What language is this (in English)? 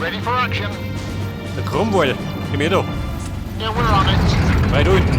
Bavarian